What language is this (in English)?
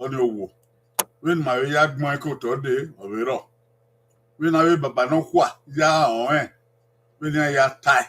Bini